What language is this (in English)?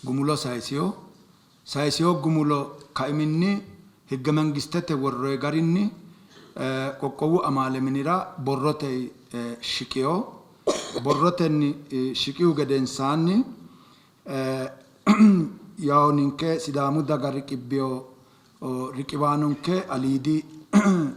Sidamo